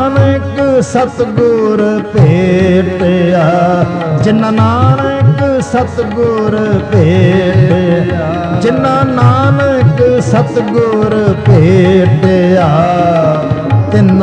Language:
Punjabi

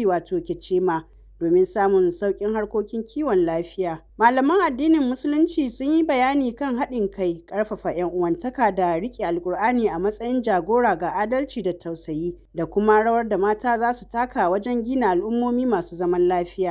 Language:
Hausa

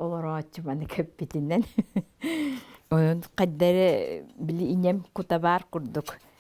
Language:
Yakut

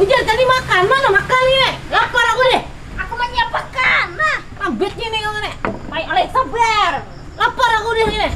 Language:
Banjar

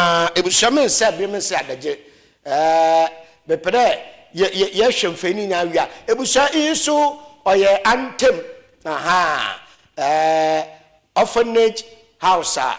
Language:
Akan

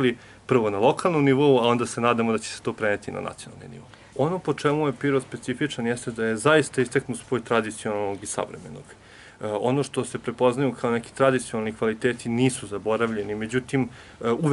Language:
Serbian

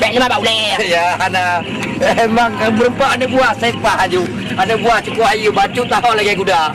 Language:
Achinese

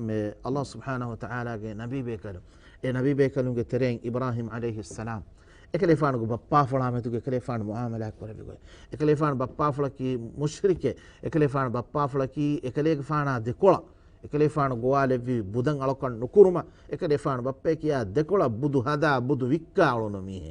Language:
Divehi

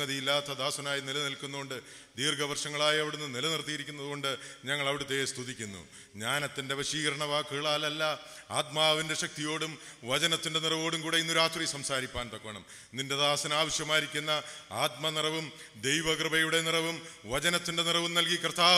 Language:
Malayalam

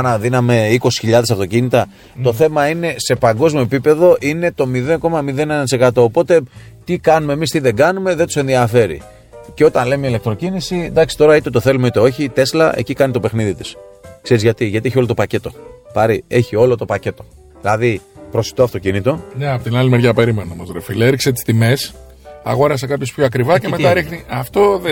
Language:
Greek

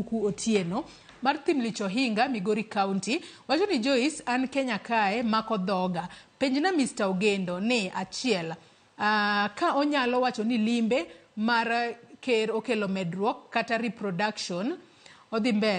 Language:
Luo (Kenya and Tanzania)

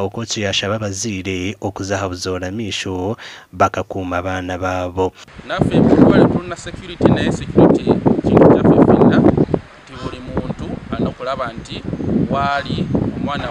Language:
Nyankole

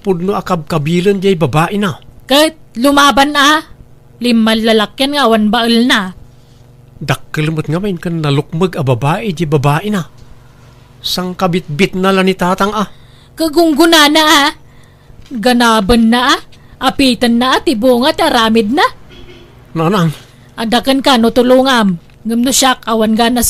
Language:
Iloko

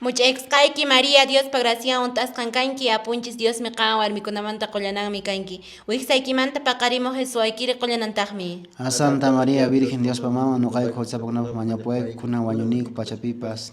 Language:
Quechua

